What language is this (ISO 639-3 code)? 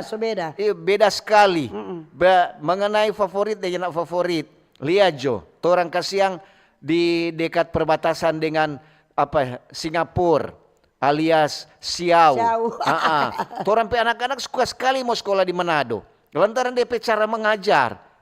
xmm